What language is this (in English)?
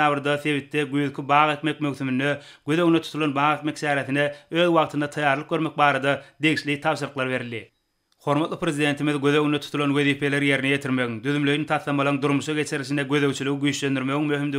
Turkmen